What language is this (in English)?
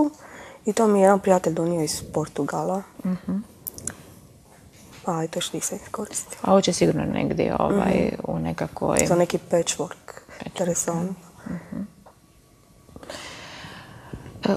Croatian